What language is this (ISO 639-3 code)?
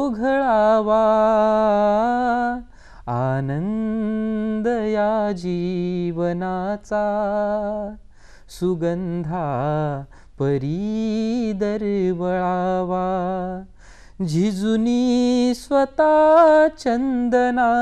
mar